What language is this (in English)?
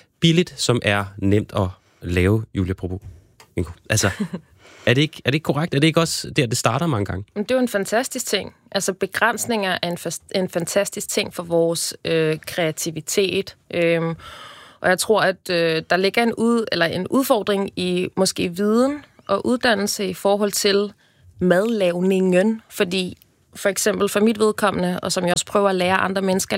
Danish